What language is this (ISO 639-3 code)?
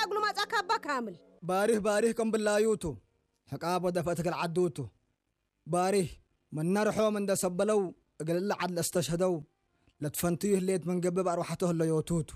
tir